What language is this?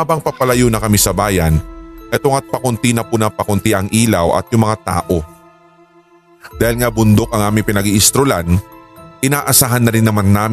Filipino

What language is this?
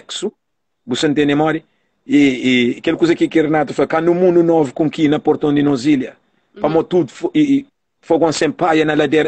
Kabuverdianu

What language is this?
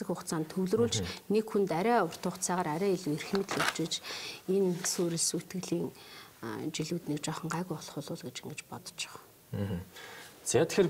Mongolian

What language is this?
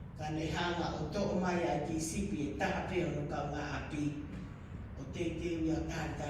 Tongan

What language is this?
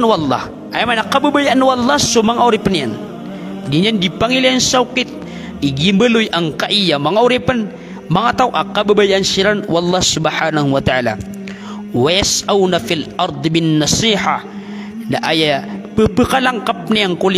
Maranao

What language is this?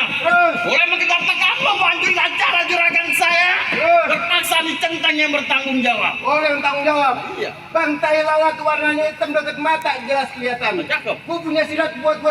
Betawi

